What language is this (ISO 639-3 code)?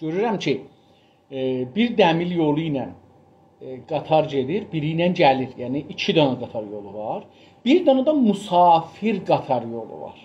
azb